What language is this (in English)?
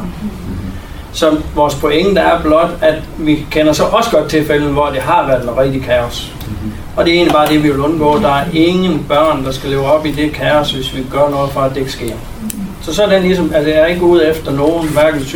Danish